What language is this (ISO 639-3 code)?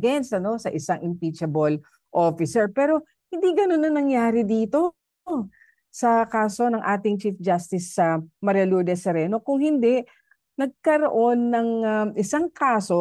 fil